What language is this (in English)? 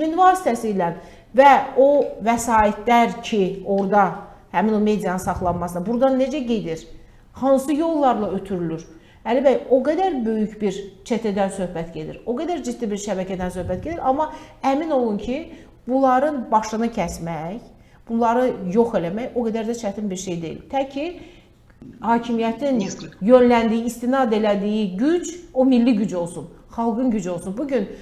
Azerbaijani